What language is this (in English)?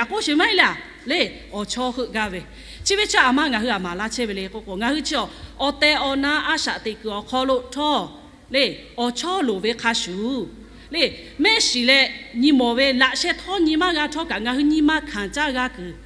Lahu